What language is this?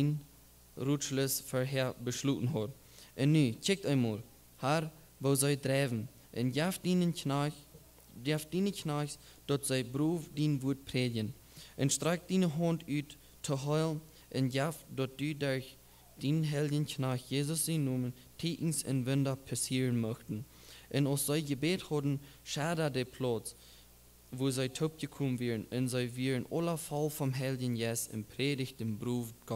Plautdietsch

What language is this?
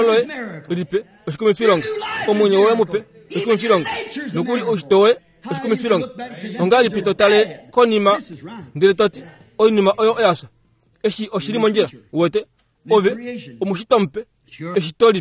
Kuanyama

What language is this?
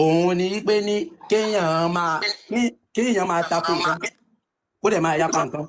Yoruba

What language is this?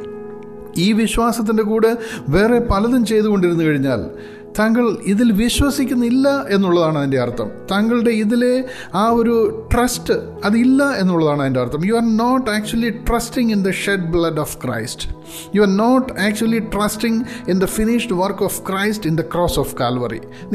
Malayalam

